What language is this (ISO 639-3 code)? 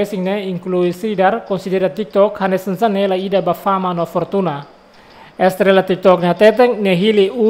tet